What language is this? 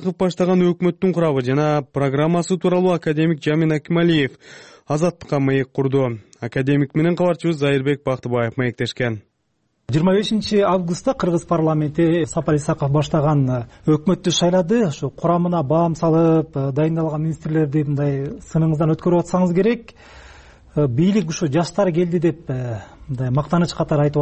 Kyrgyz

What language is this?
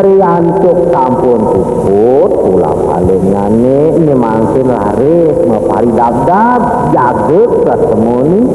Balinese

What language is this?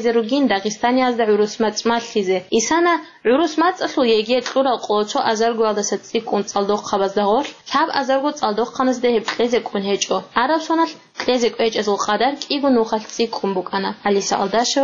Avaric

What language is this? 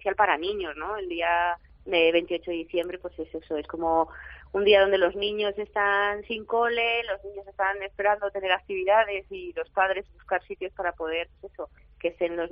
Spanish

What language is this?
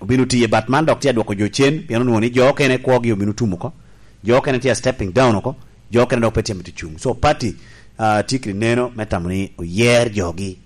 Lango (Uganda)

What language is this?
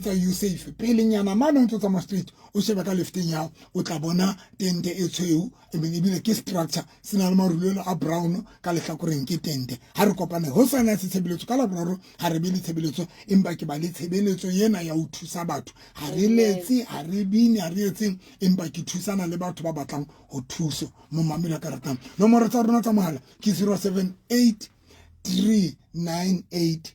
Southern Sotho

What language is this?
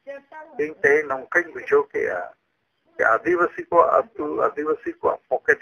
Santali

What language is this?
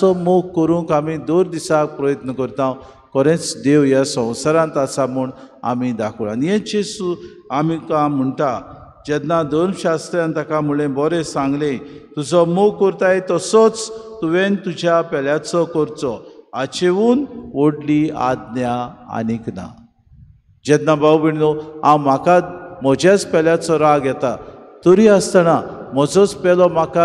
Konkani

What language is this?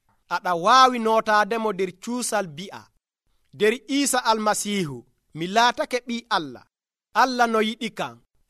Nigerian Fulfulde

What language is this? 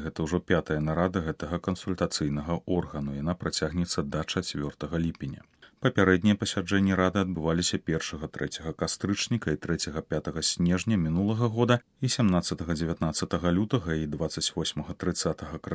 Belarusian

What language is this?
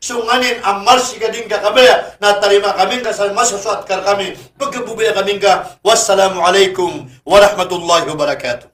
Maranao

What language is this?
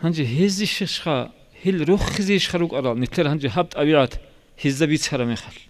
Avaric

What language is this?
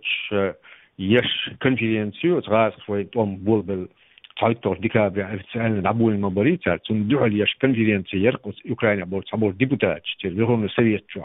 Chechen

